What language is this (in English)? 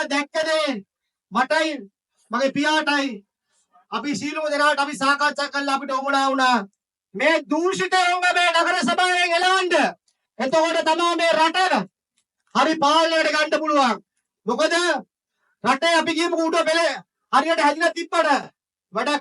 Sinhala